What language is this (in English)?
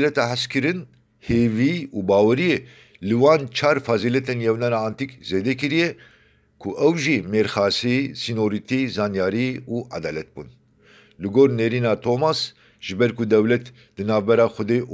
Kurdish